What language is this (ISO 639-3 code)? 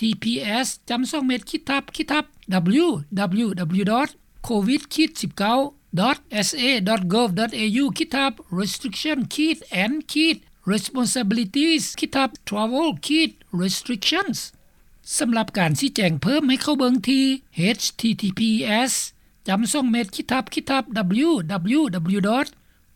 lao